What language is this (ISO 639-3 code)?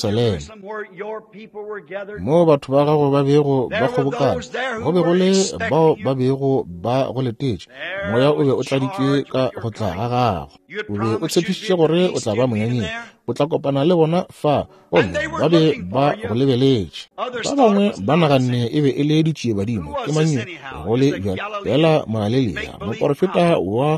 nso